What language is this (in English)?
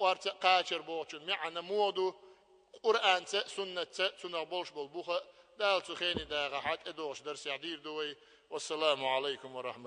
Chechen